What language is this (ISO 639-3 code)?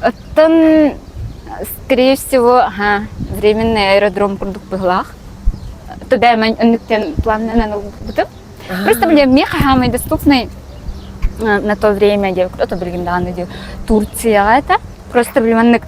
sah